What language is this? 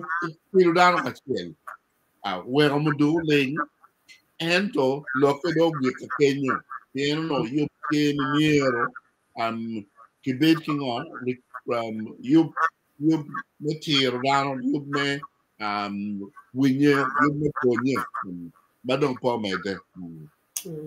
Acoli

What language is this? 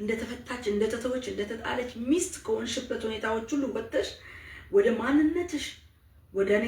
Amharic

